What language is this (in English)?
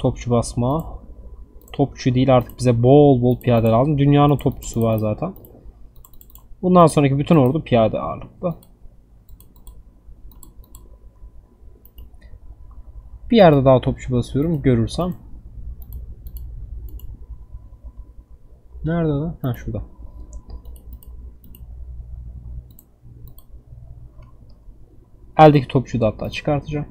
Turkish